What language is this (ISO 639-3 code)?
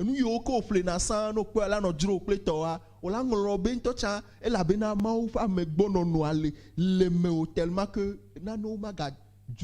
ewe